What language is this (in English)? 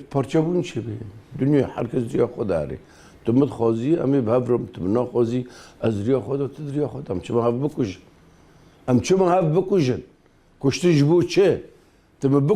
Kurdish